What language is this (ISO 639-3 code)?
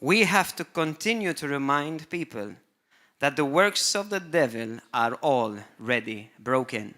eng